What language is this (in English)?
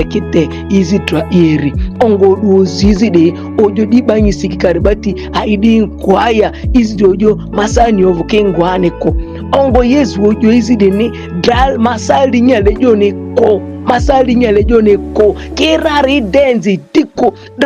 Ma'di